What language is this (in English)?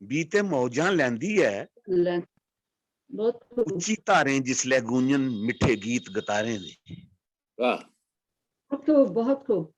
Dogri